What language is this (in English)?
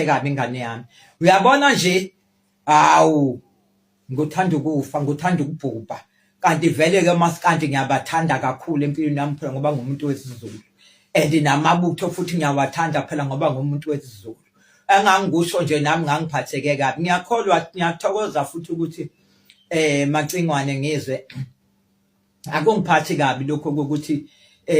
Zulu